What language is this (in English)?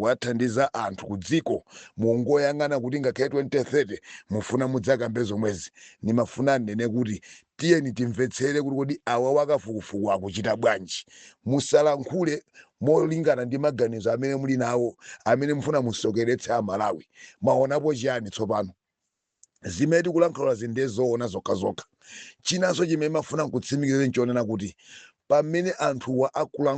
Nyanja